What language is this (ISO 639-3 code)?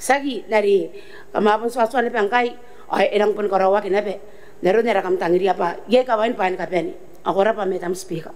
gil